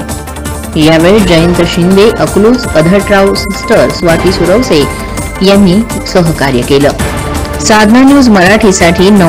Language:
Marathi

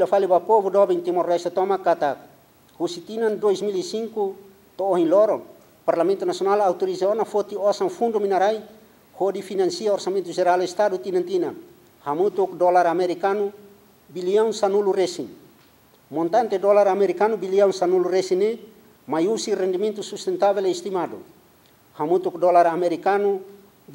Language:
Tetum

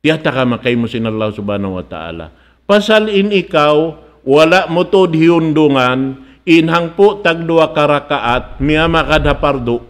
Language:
Tausug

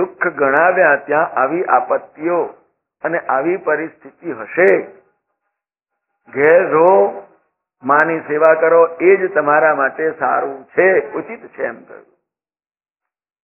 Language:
Gujarati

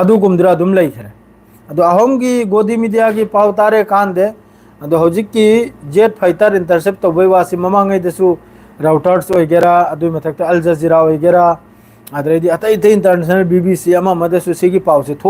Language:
Manipuri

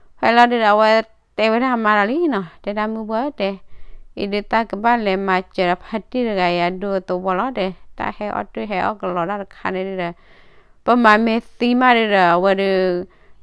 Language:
S'gaw Karen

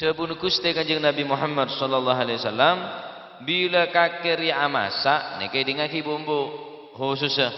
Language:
Madurese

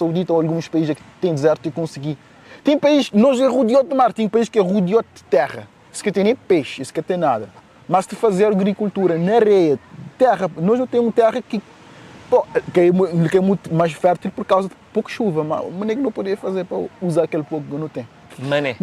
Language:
Kabuverdianu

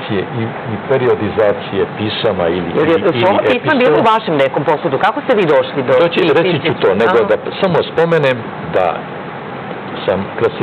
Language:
Serbian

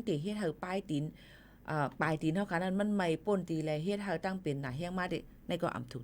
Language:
Shan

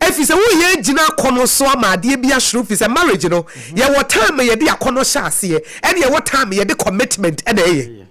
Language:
Akan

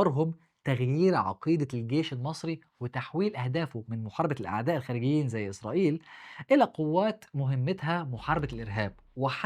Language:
Egyptian Arabic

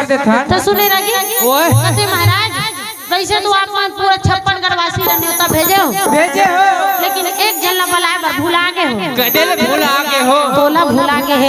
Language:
Chhattisgarhi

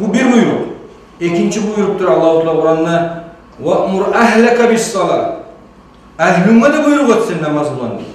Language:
Kumyk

